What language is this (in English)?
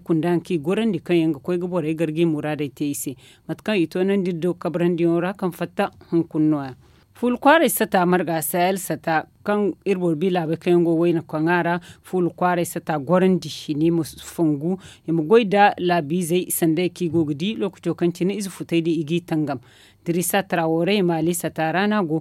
Zarma